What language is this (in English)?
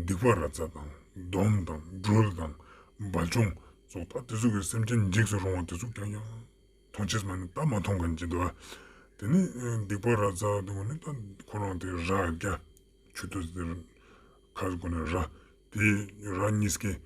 Ladakhi